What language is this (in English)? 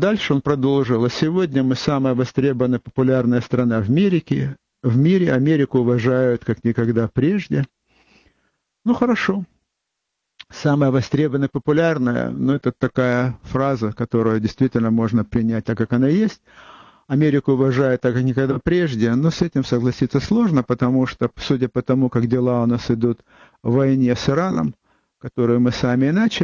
Russian